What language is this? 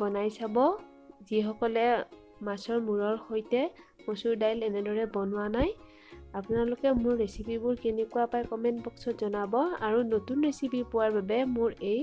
Assamese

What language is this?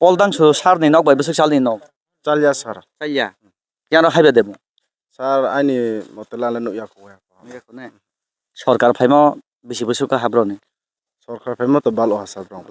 Kok Borok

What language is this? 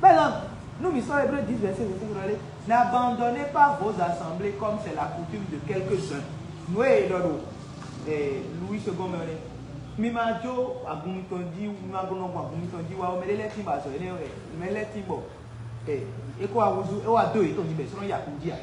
Fon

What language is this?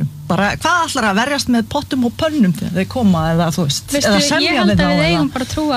Icelandic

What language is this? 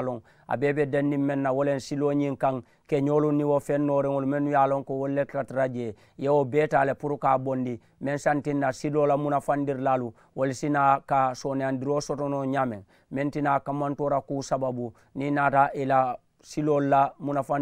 Mandingo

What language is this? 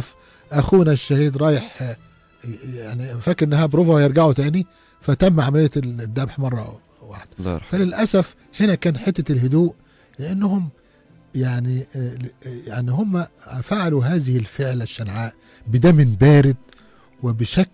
Egyptian Arabic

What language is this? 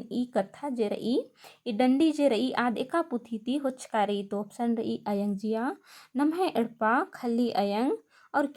Kurukh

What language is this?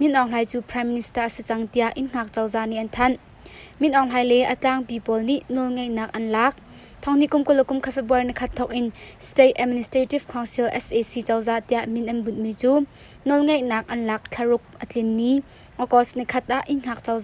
Hakha Chin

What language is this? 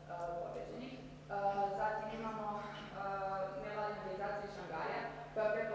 Serbian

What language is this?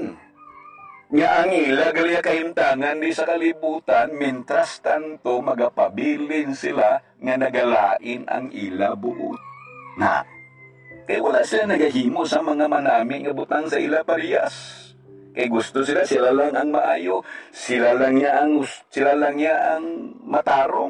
Hiligaynon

